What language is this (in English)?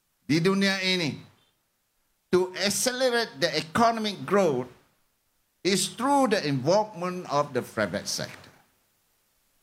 Malay